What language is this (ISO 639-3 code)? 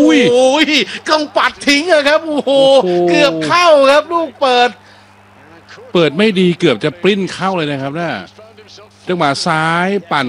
tha